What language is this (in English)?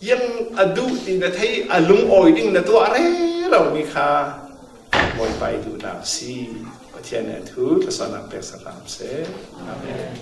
Falam Chin